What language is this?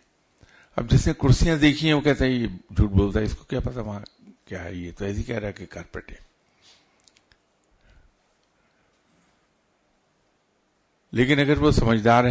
Urdu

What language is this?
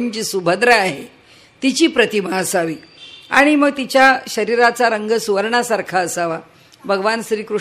Marathi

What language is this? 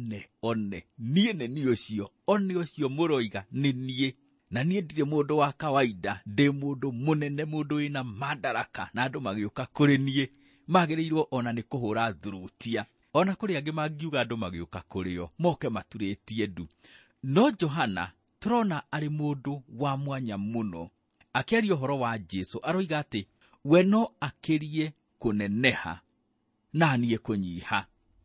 Kikuyu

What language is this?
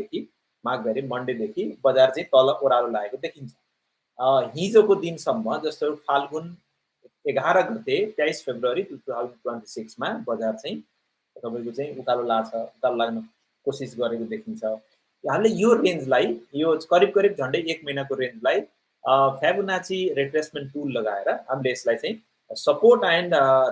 Nepali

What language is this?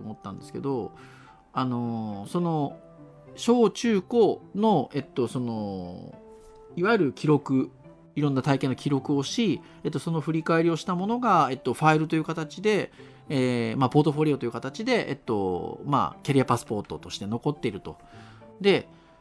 Japanese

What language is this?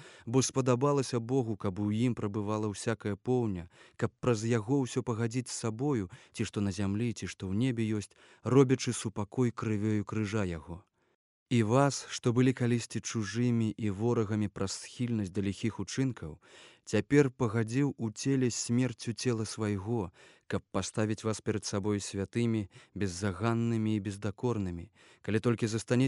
Belarusian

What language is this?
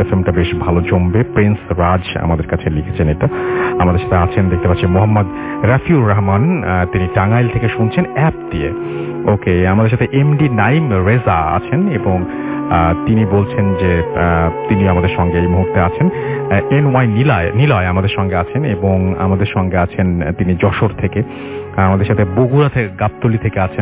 Bangla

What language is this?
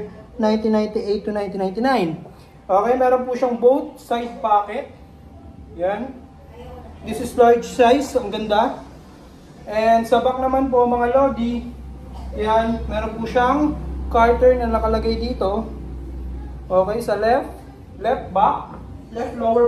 Filipino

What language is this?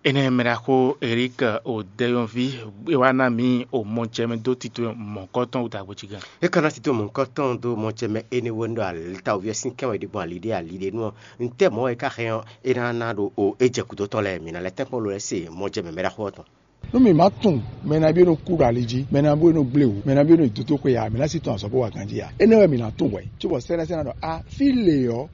Fon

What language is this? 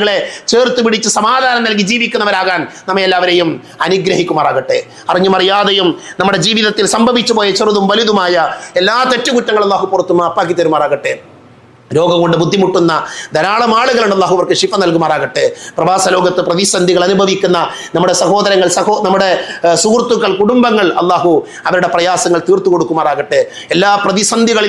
Malayalam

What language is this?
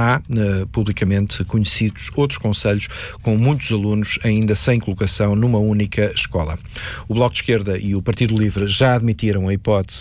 Portuguese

